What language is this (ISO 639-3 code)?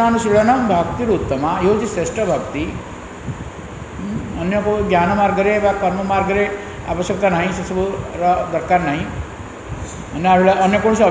ori